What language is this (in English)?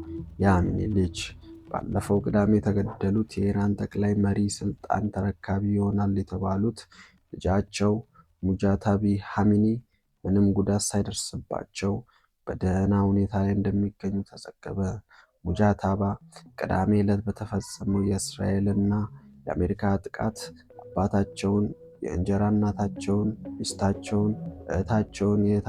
Amharic